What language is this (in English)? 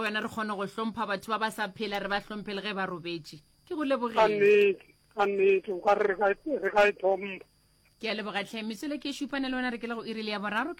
Northern Sotho